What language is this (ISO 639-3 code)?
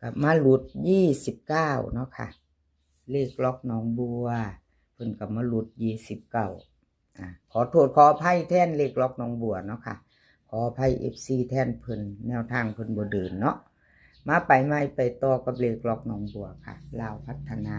tts